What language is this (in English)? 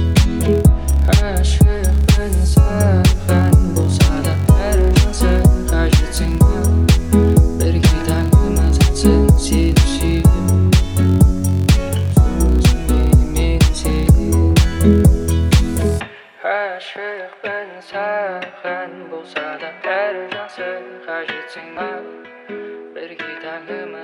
Kazakh